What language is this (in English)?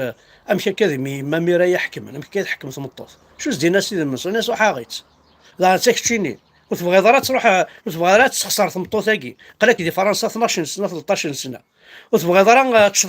Kabyle